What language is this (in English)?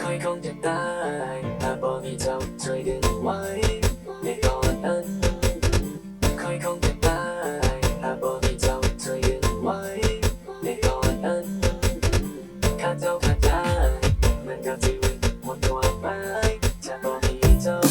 Lao